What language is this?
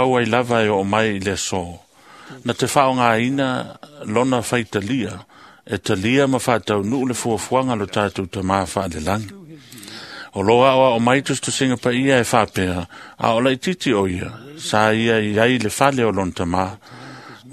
Samoan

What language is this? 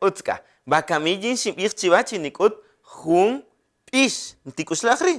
Kaqchikel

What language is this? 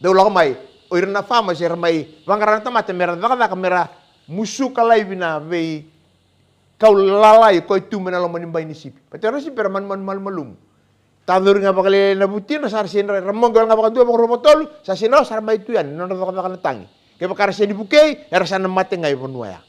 Fijian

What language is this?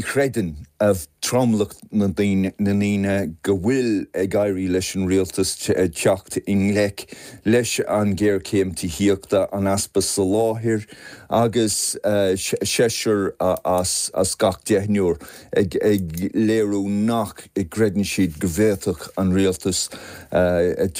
Irish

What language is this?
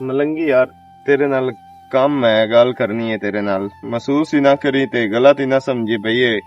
Western Panjabi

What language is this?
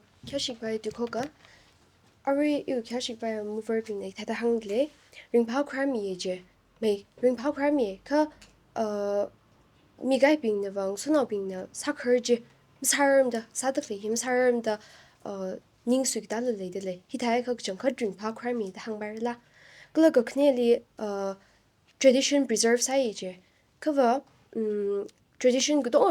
Tangkhul Naga (India)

